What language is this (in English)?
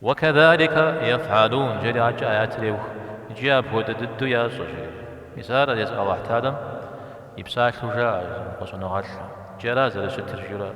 Kabardian